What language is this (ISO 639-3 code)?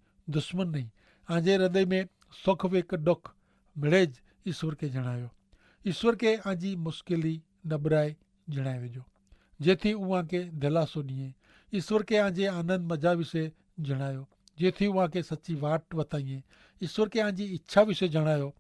kfr